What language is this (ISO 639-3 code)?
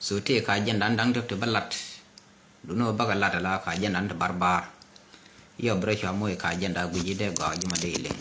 nus